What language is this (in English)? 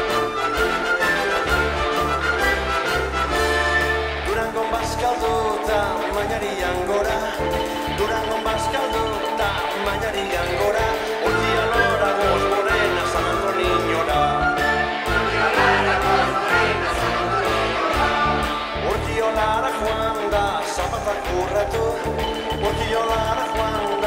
Basque